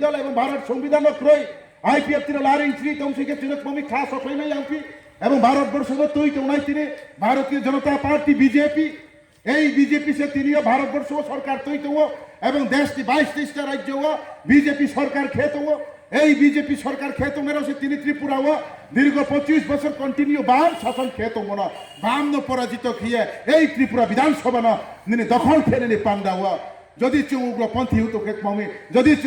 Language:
Riang (India)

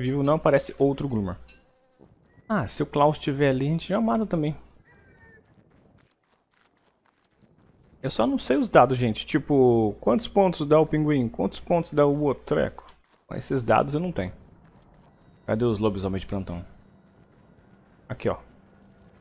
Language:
Portuguese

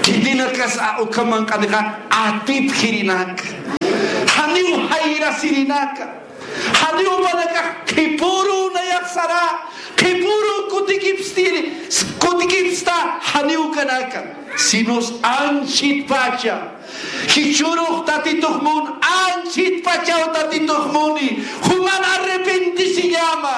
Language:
Aymara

